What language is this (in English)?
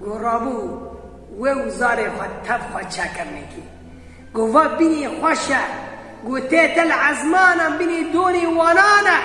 Kurdish